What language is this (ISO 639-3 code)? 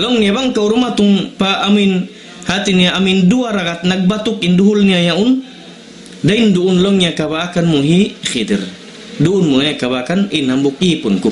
tsg